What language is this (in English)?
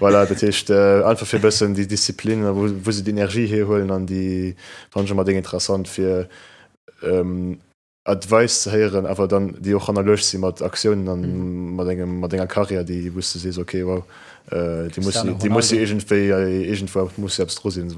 Luxembourgish